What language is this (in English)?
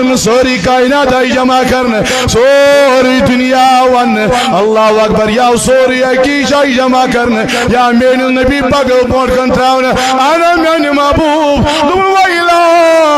Kashmiri